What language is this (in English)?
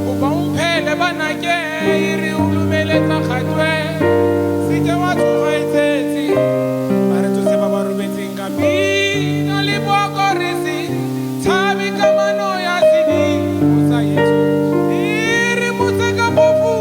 Tswana